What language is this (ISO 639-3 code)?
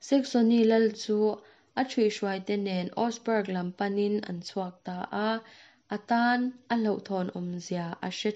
lus